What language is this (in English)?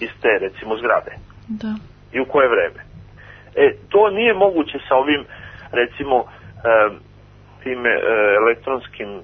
Serbian